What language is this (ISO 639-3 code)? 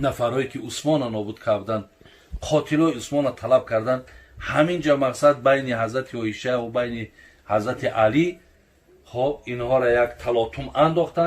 tgk